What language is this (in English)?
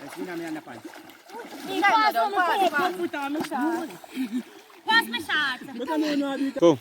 Jamaican Creole English